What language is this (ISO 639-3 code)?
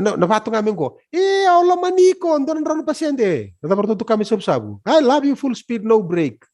fij